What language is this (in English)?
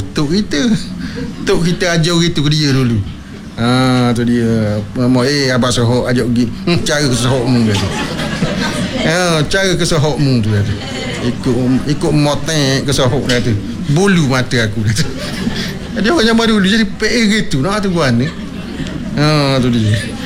Malay